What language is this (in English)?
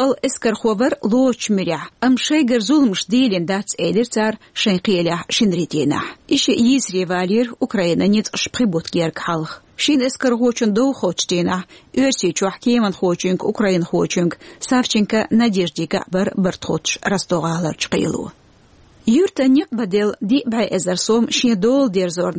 Chechen